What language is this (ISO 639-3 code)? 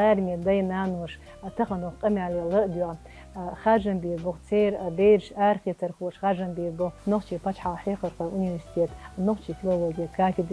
che